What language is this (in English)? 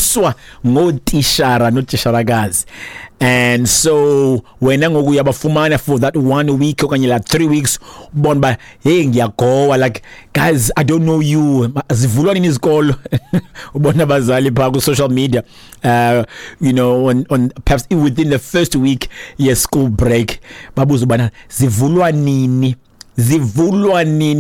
Xhosa